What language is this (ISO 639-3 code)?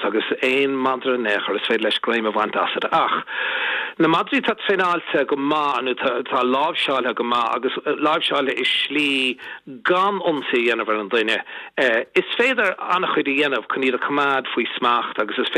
gle